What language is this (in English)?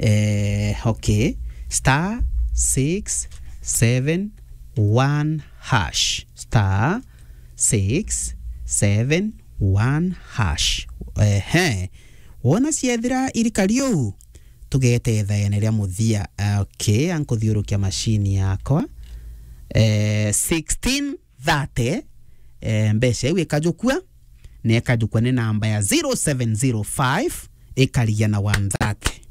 Meru